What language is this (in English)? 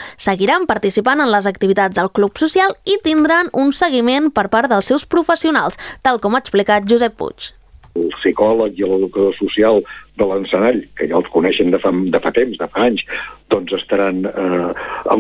Catalan